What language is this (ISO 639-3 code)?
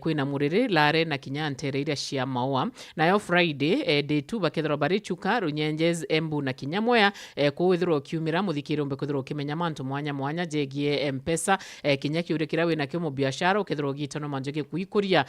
mer